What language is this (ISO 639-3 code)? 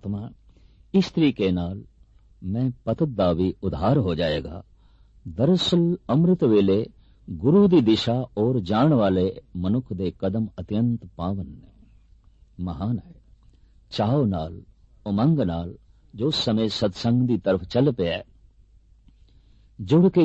pan